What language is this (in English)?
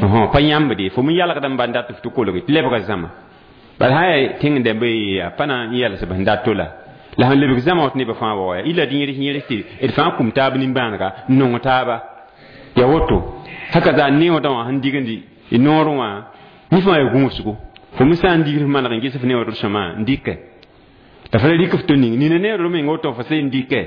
Mossi